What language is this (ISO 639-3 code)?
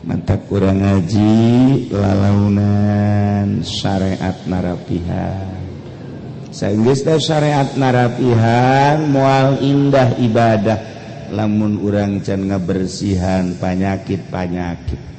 sun